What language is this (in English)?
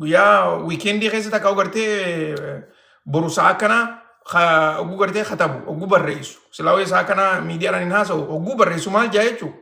Oromo